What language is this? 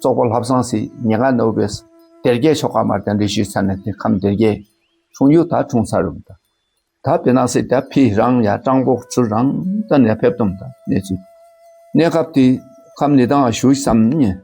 Dakpakha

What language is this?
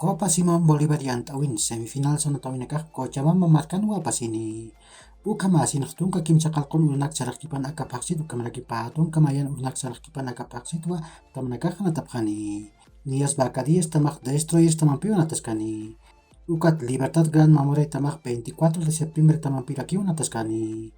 Aymara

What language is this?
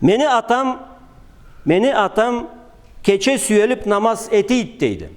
Karachay-Balkar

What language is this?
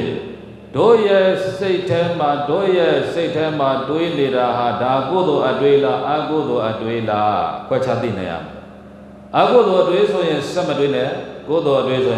Burmese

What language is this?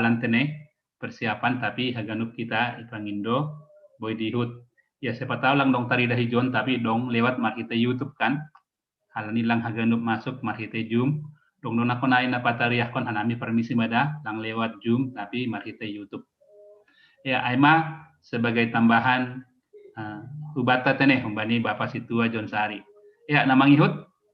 Batak Simalungun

